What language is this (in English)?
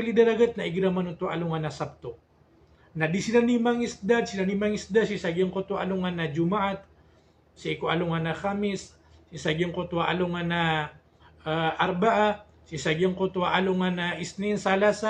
Maranao